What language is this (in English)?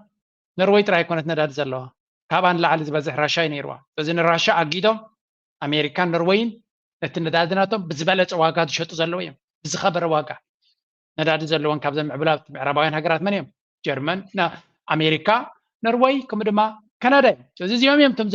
Tigrinya